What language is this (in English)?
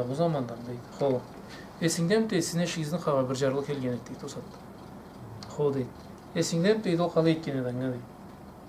Karachay-Balkar